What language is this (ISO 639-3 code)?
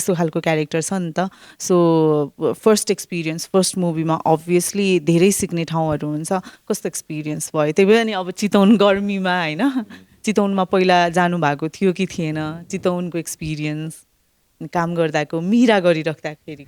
nep